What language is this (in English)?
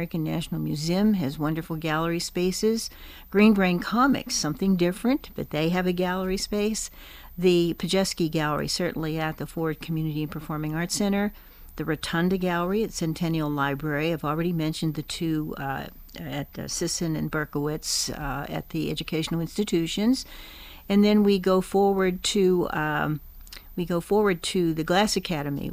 English